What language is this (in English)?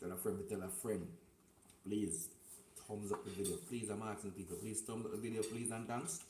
Jamaican Creole English